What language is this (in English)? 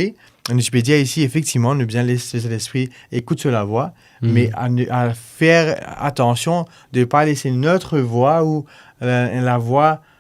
Morisyen